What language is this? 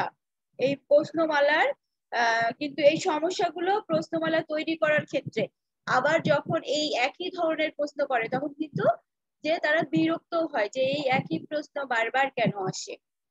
Bangla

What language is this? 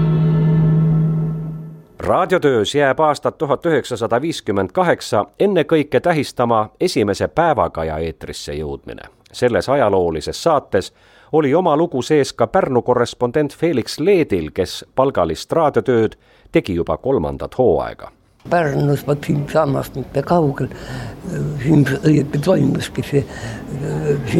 Estonian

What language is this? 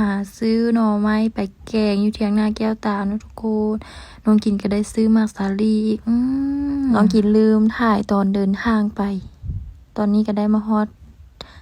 Lao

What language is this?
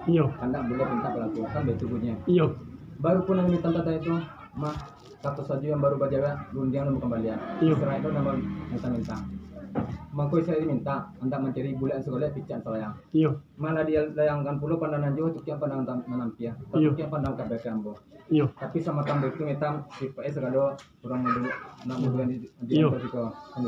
Minangkabau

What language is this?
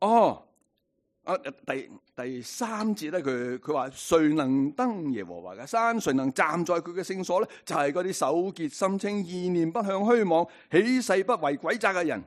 Cantonese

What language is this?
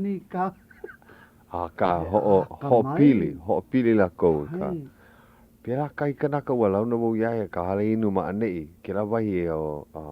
Hawaiian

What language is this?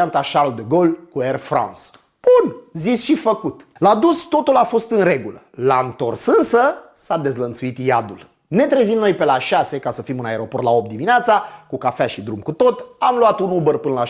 Romanian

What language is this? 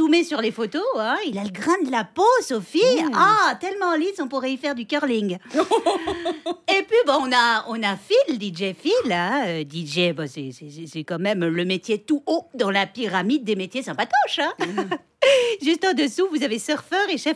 French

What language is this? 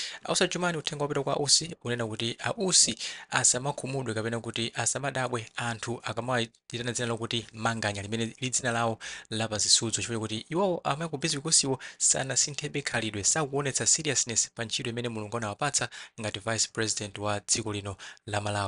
Nyanja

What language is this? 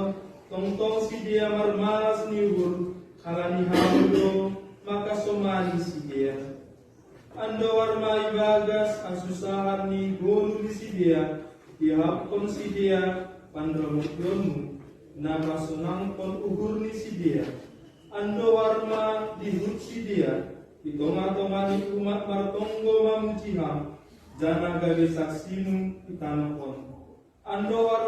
Batak Simalungun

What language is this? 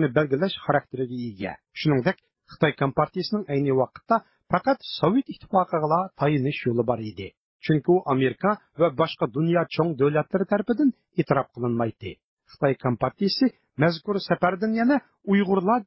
Uyghur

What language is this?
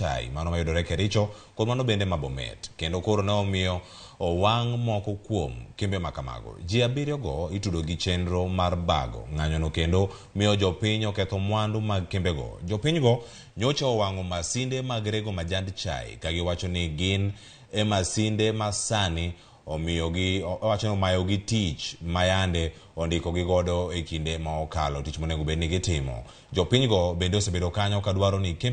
Luo (Kenya and Tanzania)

